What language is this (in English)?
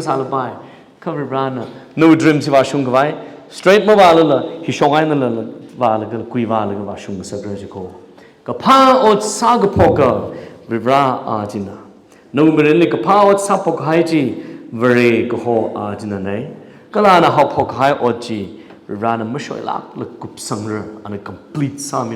Tangkhul Naga (India)